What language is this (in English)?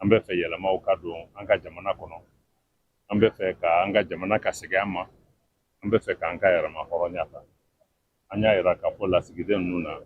Bambara